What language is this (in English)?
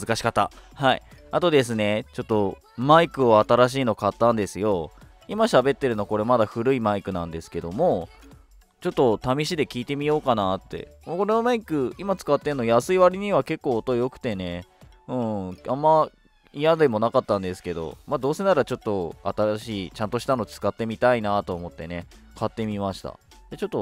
Japanese